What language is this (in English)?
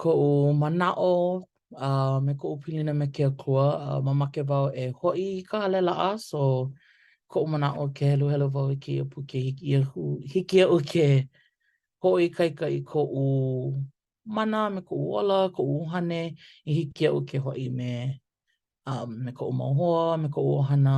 Hawaiian